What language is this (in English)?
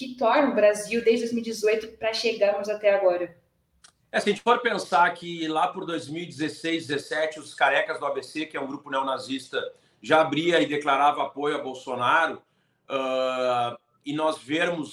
Portuguese